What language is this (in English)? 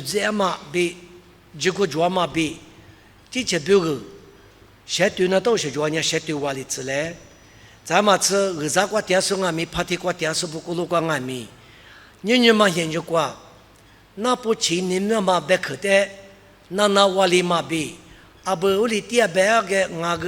Lisu